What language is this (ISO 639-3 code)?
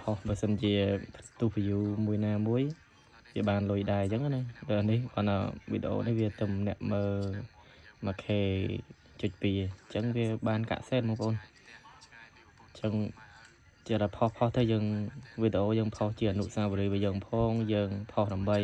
khm